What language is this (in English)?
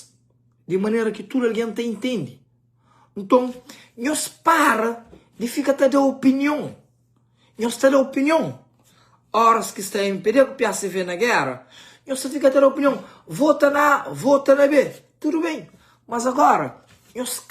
Kabuverdianu